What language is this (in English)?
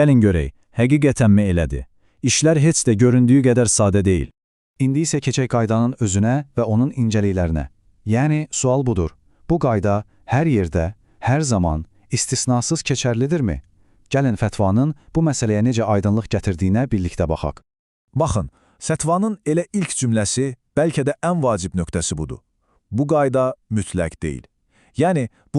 Azerbaijani